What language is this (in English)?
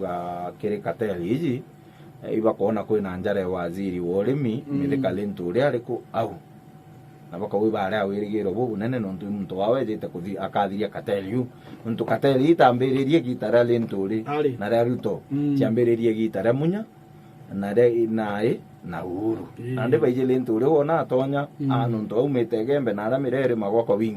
Meru